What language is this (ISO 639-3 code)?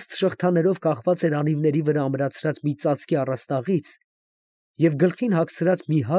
hye